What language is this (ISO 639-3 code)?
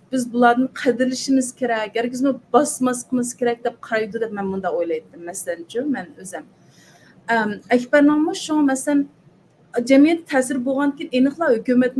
uig